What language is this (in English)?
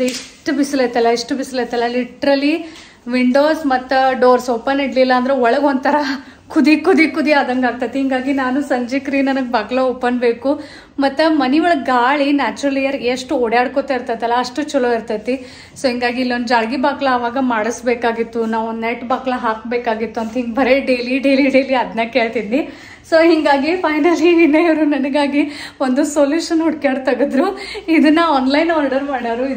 Kannada